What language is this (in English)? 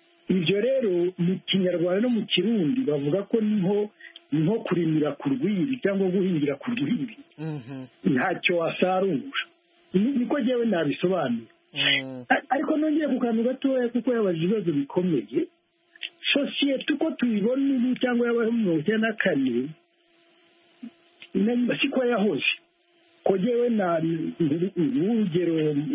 Kinyarwanda